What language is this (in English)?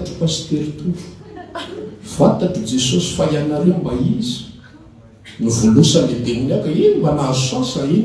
Malagasy